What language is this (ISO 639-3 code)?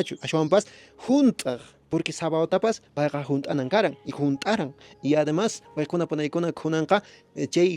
que